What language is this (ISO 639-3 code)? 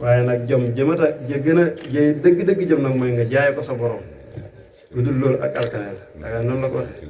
wol